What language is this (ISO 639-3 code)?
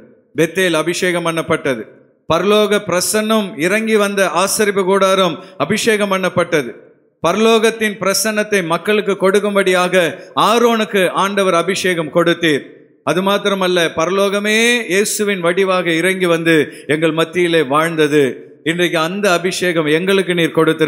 tam